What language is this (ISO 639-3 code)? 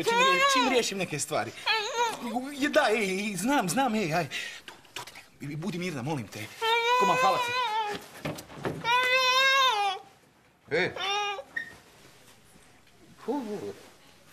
hrv